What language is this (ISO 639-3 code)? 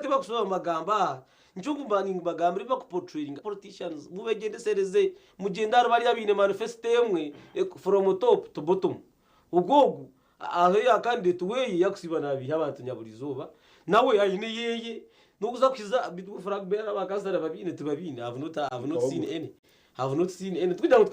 nyn